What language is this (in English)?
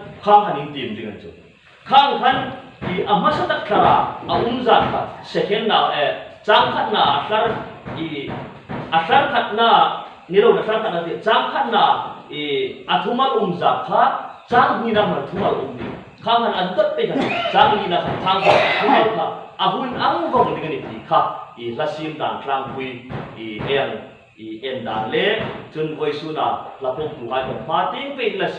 Hmar